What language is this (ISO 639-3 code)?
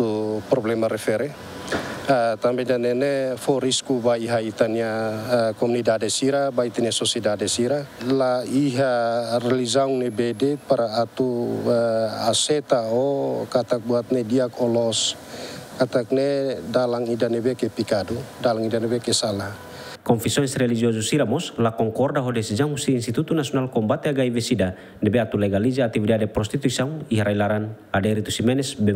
tet